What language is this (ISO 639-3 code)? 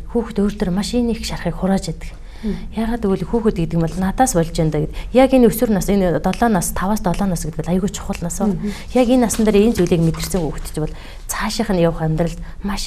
mon